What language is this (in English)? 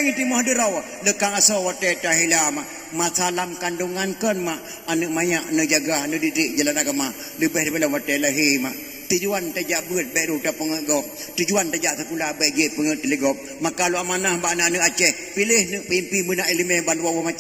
Achinese